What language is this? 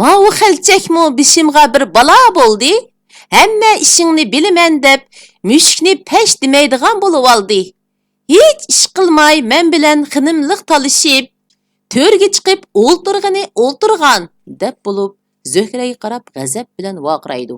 Uyghur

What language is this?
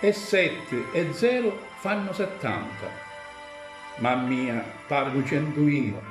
Sicilian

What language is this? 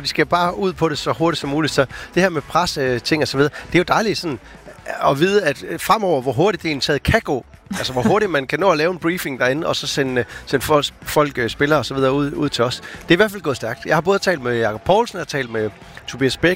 Danish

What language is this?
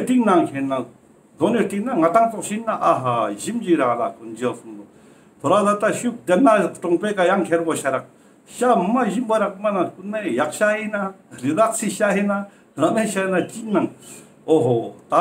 Ladakhi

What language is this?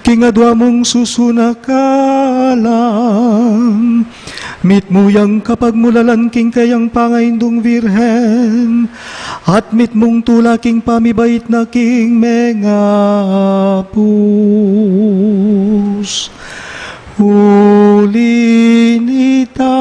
Pampanga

